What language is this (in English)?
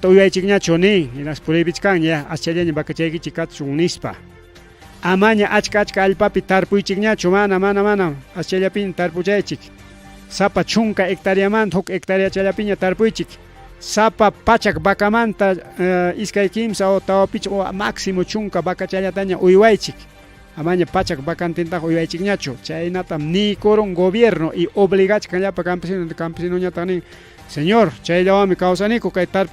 Ayacucho Quechua